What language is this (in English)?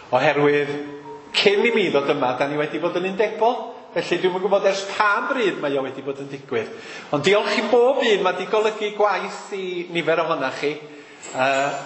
Welsh